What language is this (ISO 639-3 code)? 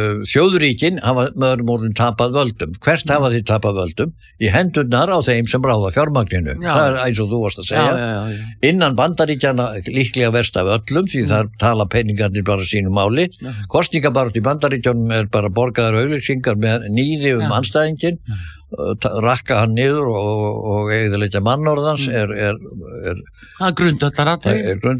isl